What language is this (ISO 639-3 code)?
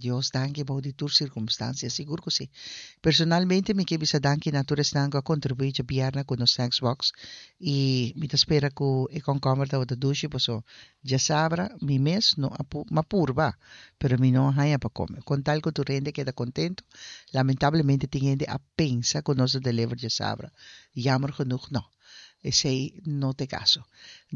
pap